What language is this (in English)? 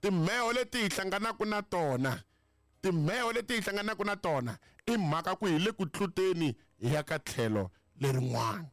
Tsonga